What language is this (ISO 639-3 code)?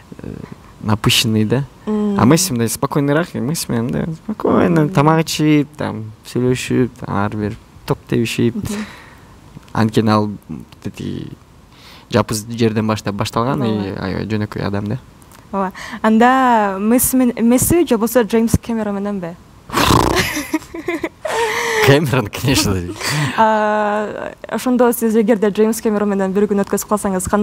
kir